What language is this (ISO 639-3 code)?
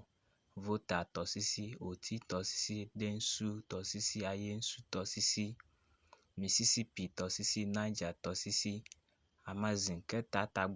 ewe